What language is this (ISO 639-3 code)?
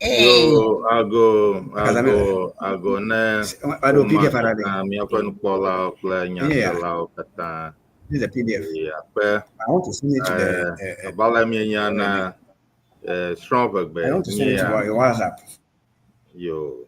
ewe